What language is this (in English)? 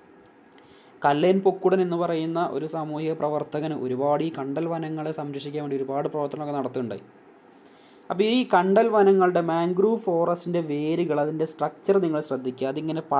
Malayalam